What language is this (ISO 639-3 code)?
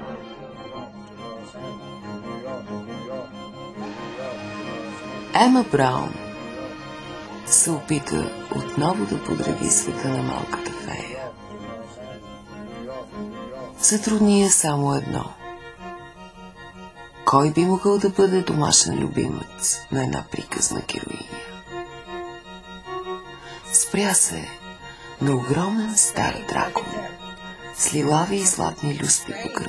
bul